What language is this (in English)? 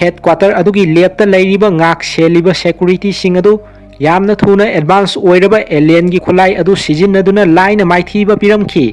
Manipuri